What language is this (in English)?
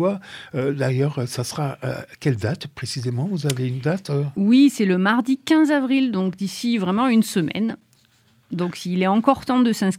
French